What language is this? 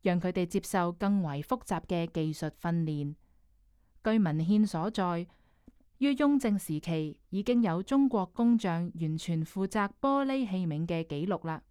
Cantonese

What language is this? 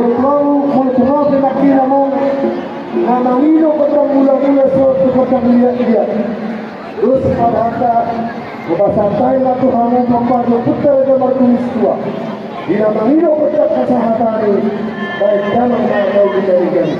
Batak Toba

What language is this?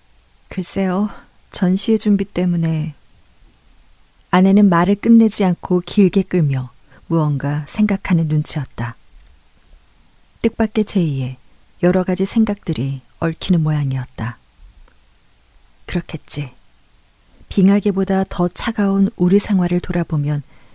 Korean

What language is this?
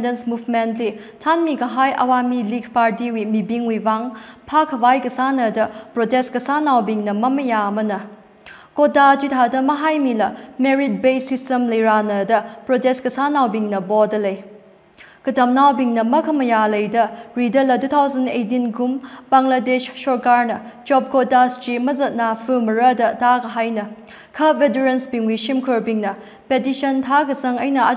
Tangkhul Naga (India)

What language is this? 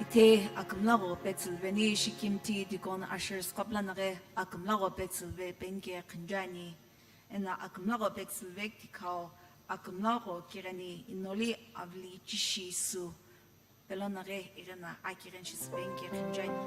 Sumi Naga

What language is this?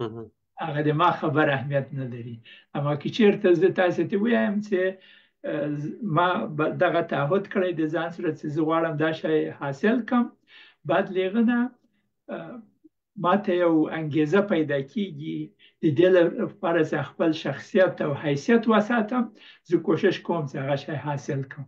Pashto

